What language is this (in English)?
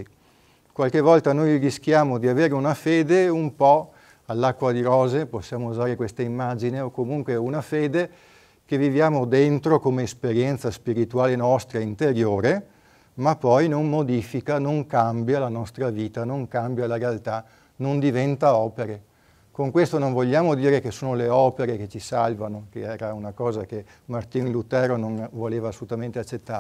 Italian